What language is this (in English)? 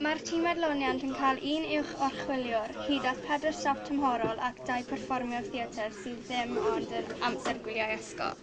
Welsh